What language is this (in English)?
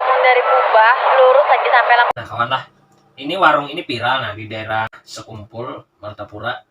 Banjar